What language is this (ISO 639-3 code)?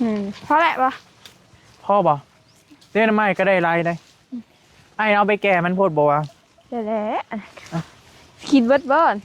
tts